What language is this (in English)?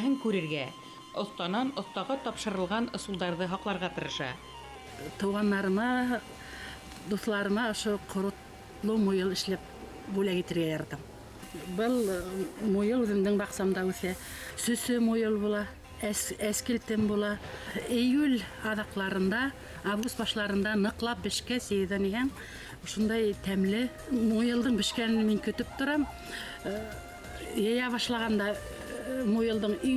Bashkir